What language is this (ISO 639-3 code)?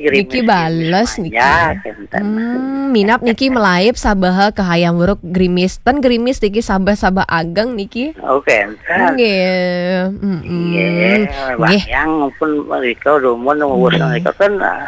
ban